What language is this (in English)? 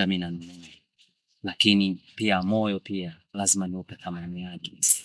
Swahili